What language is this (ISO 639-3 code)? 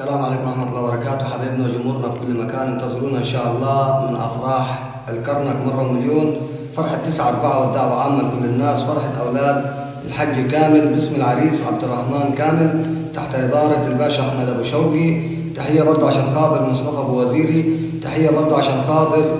arz